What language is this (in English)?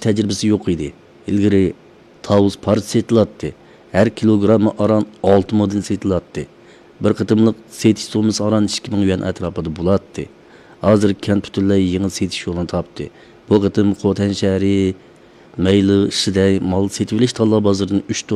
Uyghur